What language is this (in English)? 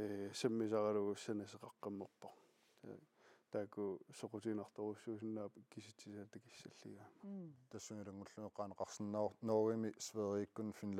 Kalaallisut